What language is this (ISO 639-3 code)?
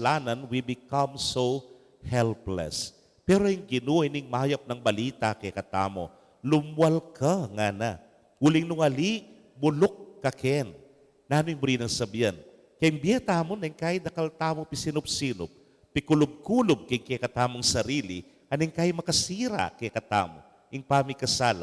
pam